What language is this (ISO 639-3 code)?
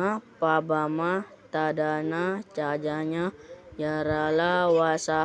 mak